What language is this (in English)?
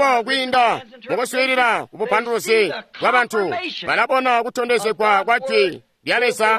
Tonga (Zambia)